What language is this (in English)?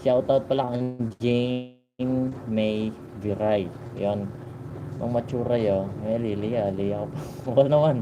Pampanga